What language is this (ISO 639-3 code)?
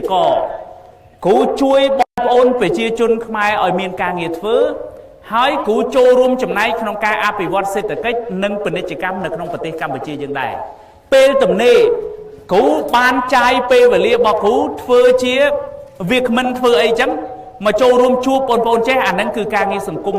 khm